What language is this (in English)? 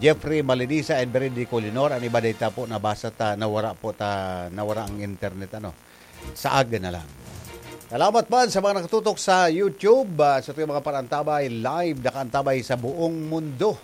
Bikol